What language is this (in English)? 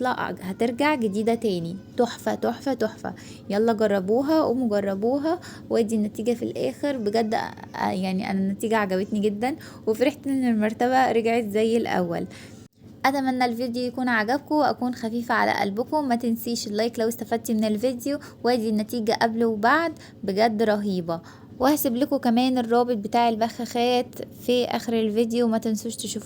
Egyptian Arabic